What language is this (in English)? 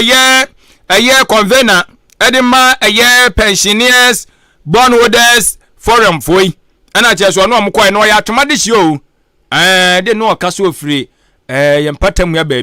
Akan